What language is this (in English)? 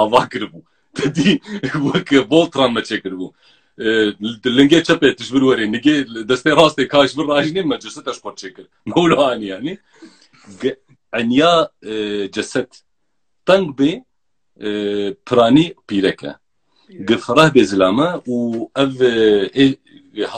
Kurdish